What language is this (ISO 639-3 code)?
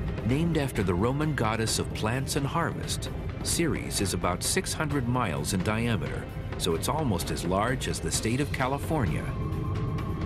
eng